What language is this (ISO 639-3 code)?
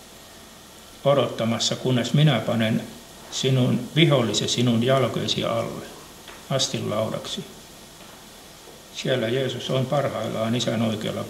fin